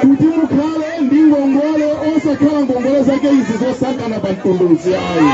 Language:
Nyanja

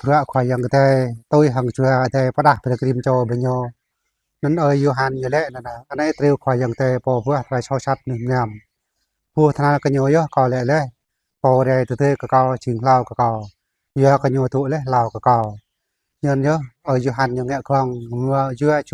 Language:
Jarai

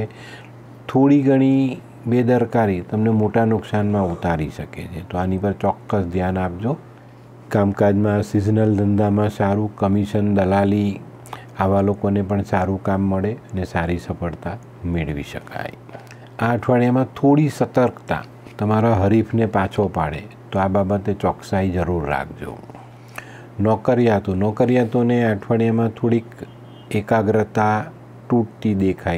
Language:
Gujarati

